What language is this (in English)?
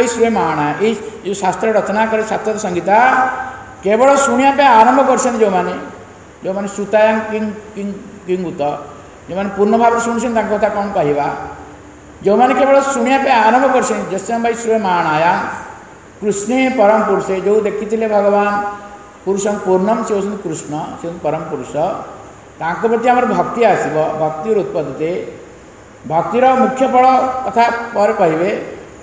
Odia